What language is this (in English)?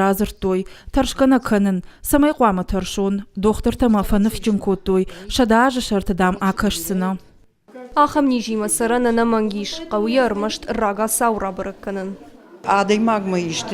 Ossetic